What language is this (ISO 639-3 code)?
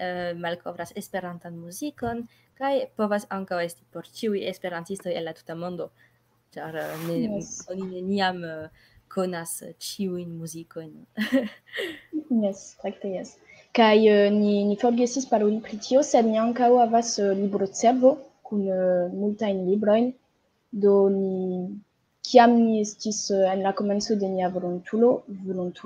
epo